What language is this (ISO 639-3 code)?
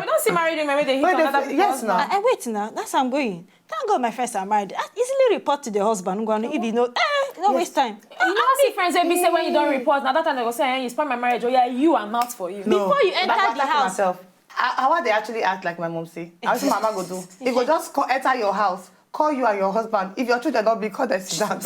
pcm